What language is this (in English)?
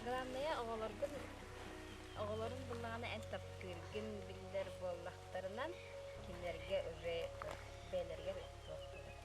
Yakut